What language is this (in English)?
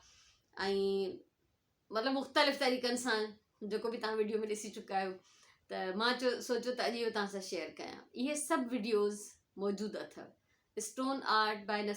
Sindhi